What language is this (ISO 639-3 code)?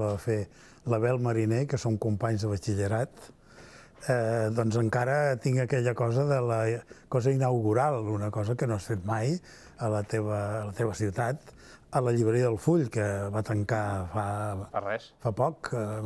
cat